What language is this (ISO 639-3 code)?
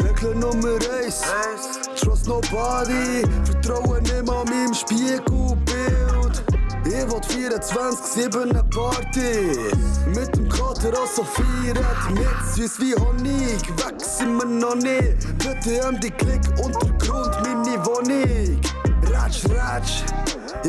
gsw